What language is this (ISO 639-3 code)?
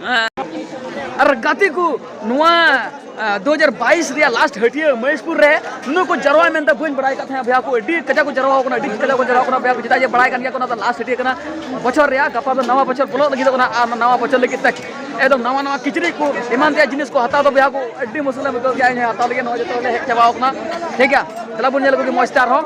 sat